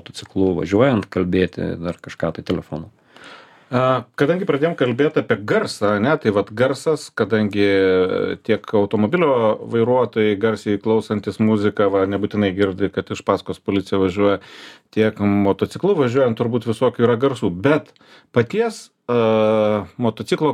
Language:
Lithuanian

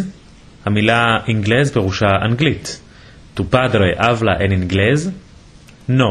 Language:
Ladino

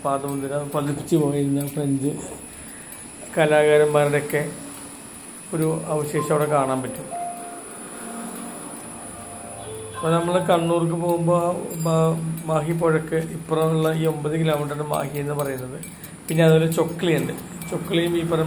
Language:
Malayalam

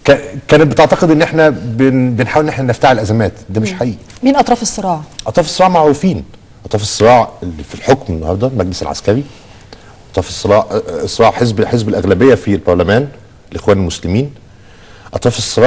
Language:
Egyptian Arabic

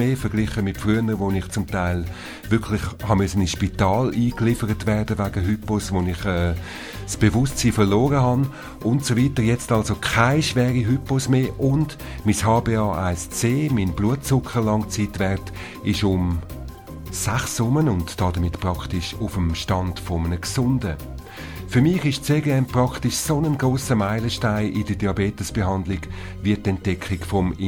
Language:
German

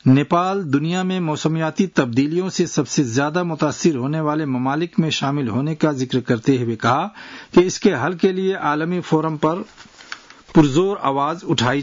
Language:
Urdu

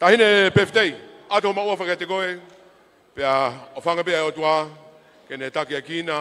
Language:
Tongan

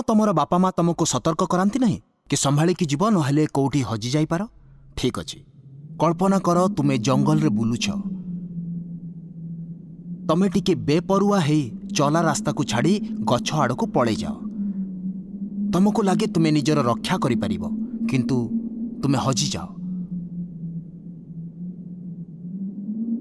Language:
Odia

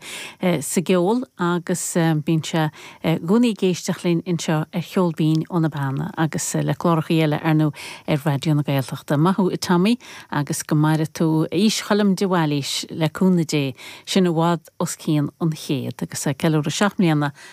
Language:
Irish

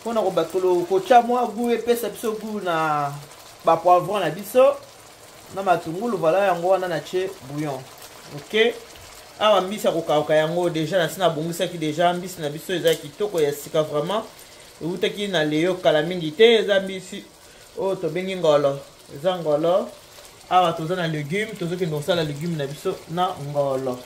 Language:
Lingala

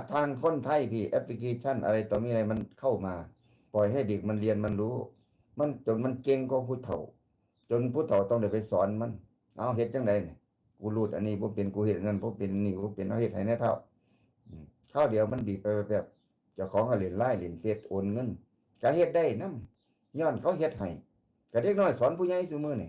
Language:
Northeastern Thai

